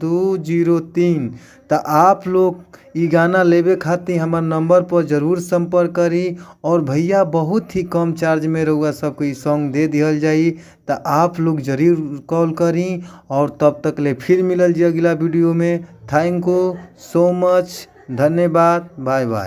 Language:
Bhojpuri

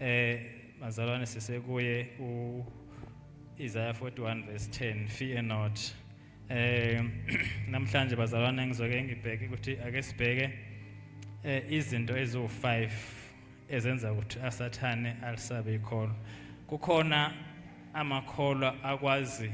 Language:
Zulu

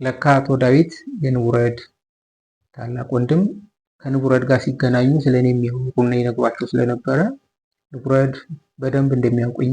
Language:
Amharic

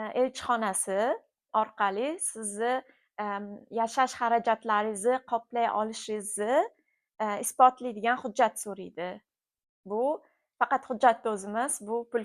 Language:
Uzbek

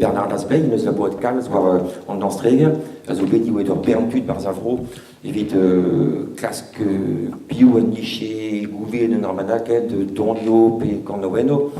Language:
Breton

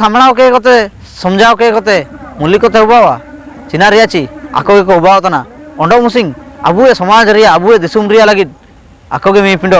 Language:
Ho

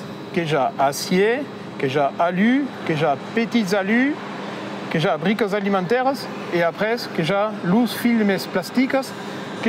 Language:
Occitan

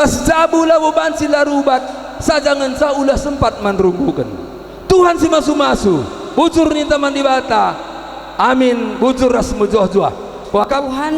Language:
Batak Karo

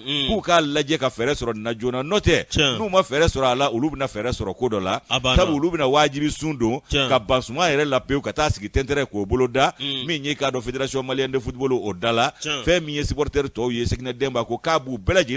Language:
Bambara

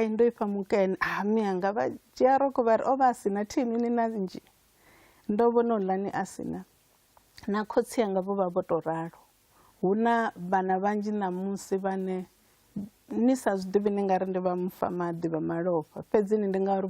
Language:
Venda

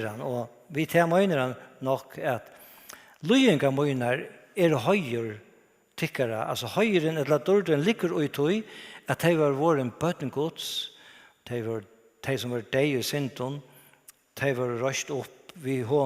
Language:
Faroese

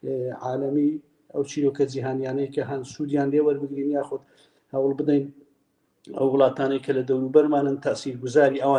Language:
Central Kurdish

